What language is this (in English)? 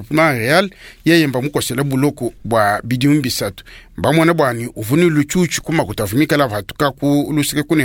Luba-Lulua